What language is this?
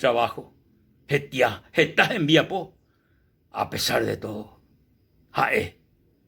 Guarani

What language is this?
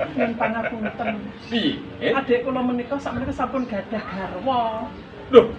Javanese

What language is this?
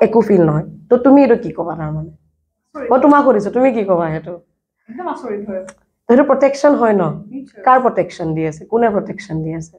Assamese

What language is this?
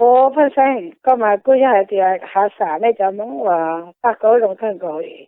Hmong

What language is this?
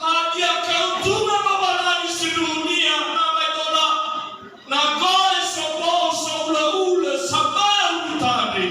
Nias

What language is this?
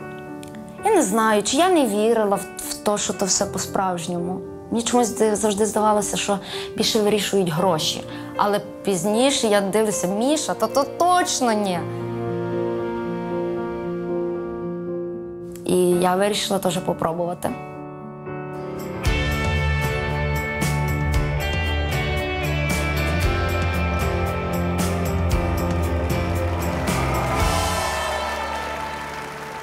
Ukrainian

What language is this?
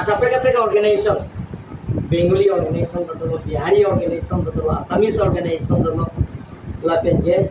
Karbi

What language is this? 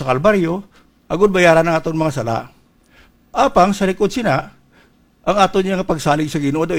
Hiligaynon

